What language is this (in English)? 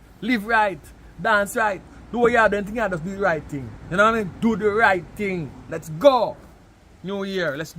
Jamaican Creole English